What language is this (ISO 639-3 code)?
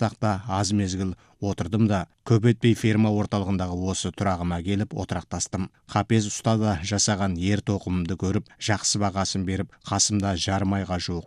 kaz